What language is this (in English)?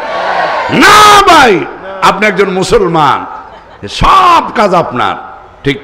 Bangla